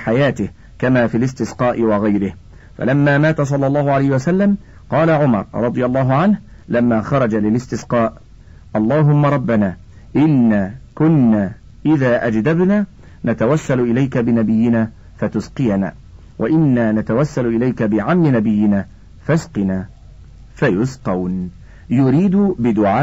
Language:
Arabic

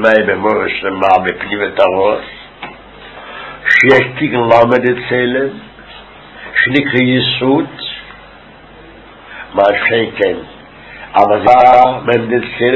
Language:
Hebrew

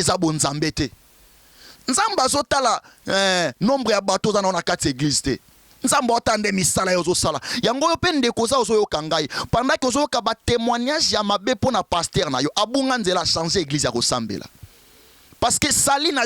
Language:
Lingala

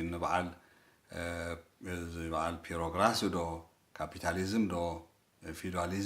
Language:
Tigrinya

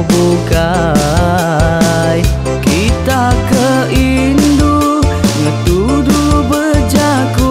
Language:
Iban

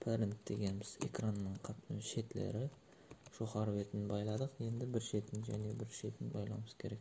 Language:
Kara-Kalpak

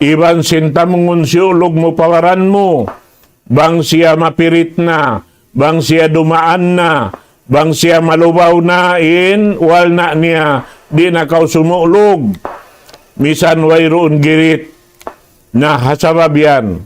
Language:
Tausug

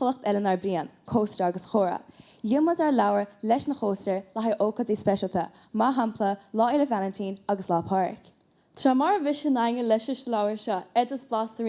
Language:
Irish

